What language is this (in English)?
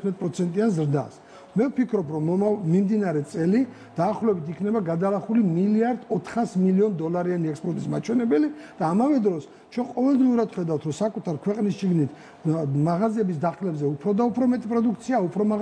Georgian